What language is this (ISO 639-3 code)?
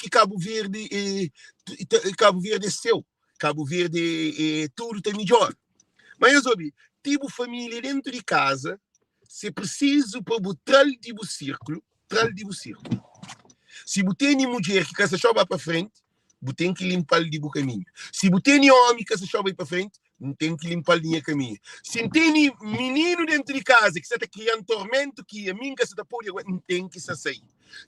kea